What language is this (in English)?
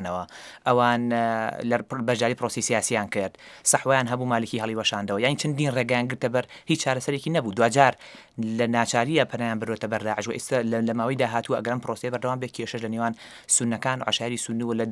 Central Kurdish